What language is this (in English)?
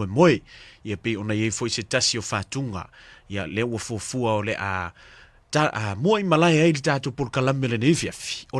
Samoan